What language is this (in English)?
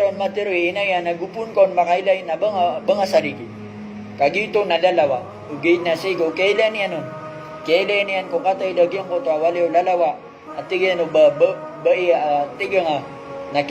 Maranao